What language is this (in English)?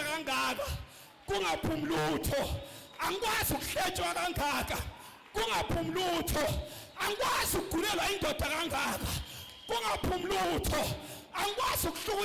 Zulu